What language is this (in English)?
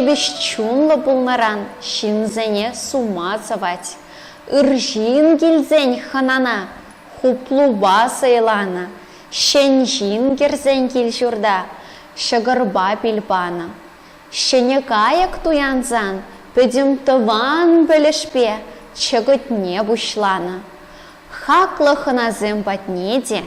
Chuvash